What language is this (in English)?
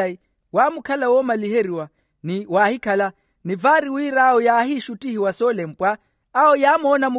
Makhuwa